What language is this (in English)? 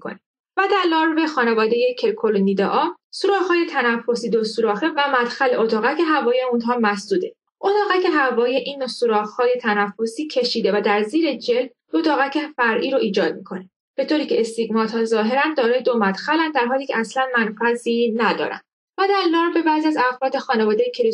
Persian